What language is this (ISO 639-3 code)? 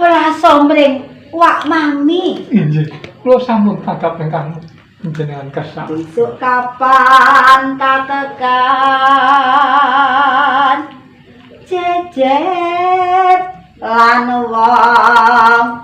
jav